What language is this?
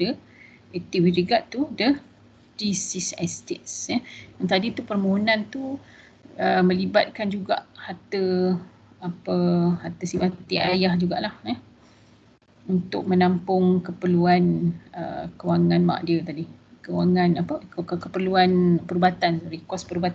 Malay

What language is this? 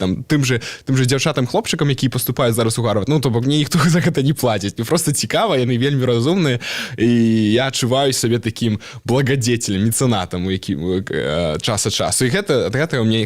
Belarusian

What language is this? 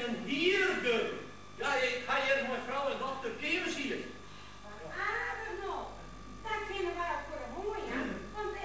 Western Frisian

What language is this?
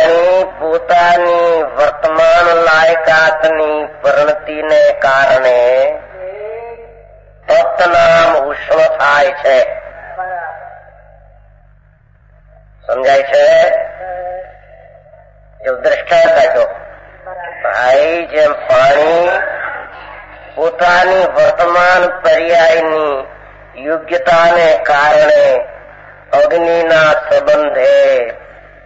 Gujarati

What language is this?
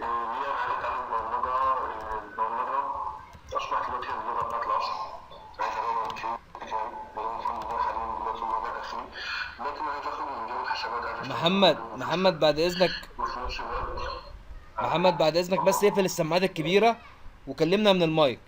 Egyptian Arabic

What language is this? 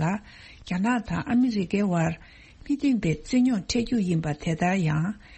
Tibetan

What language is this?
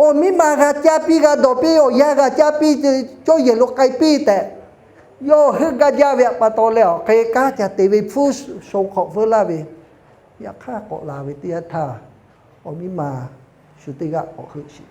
Lahu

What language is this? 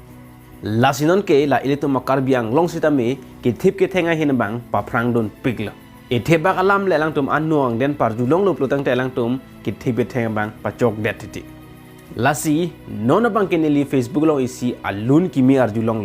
Karbi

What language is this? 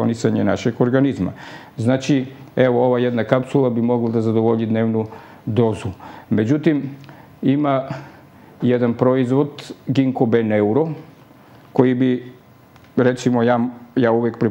Serbian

